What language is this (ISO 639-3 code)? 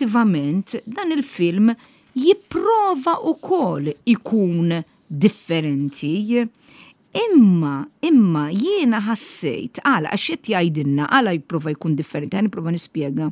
mlt